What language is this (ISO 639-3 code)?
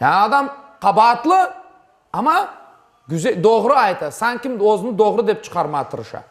crh